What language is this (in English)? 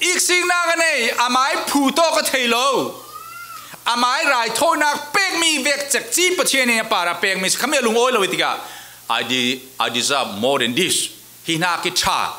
Falam Chin